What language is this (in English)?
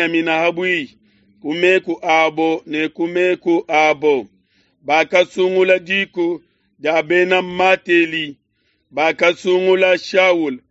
Luba-Lulua